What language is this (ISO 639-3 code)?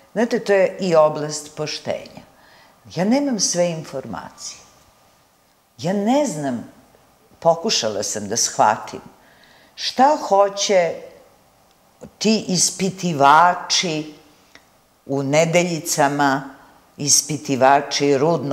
srp